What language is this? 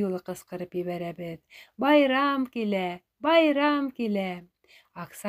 Bashkir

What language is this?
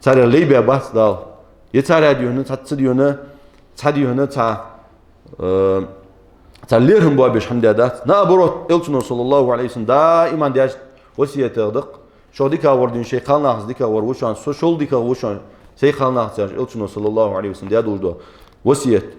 Ingush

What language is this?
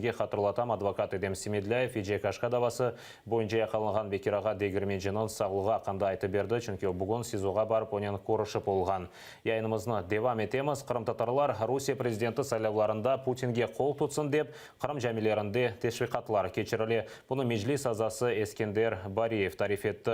Crimean Tatar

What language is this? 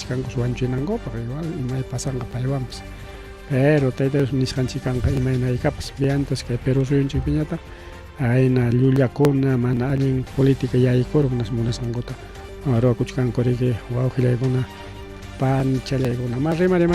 Ayacucho Quechua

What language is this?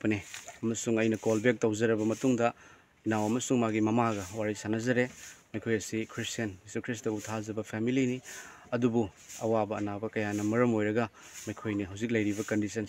Manipuri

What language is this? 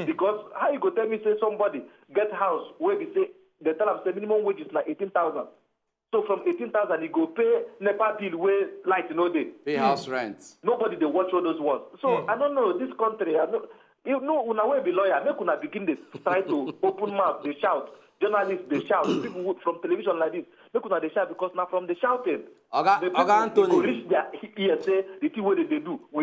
Nigerian Pidgin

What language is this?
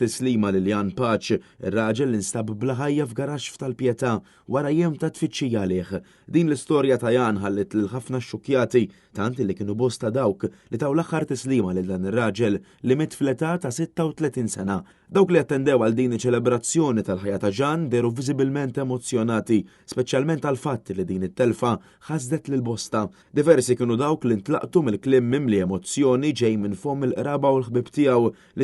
Maltese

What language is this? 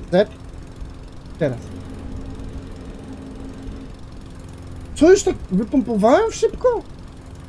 Polish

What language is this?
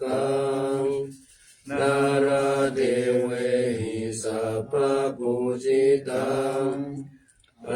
Pali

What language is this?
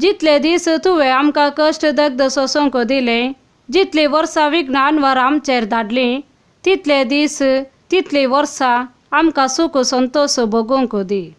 Konkani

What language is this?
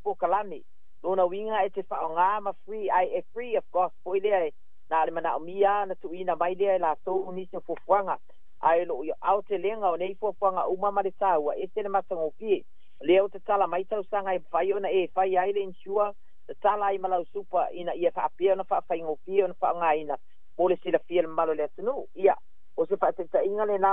Samoan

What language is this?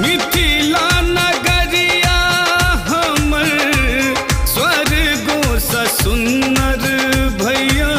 Maithili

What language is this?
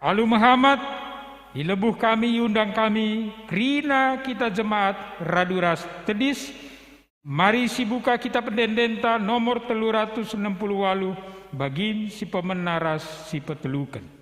Batak Karo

